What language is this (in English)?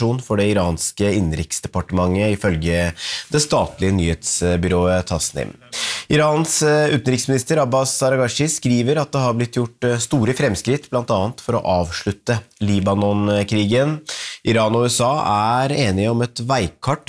Norwegian